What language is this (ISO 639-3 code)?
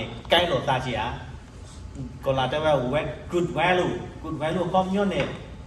ksw